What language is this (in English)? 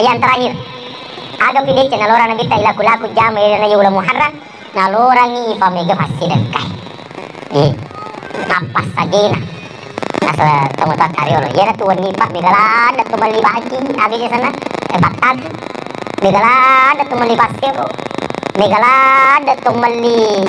Buginese